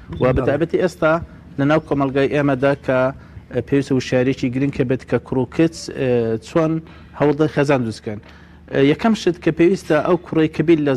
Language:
Central Kurdish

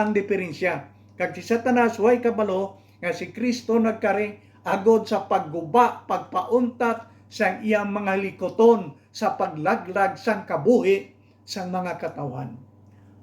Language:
Hiligaynon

